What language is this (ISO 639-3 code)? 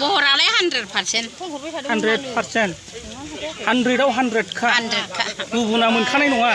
brx